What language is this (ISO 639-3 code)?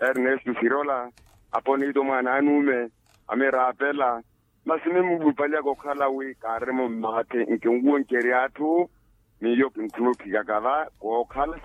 vmw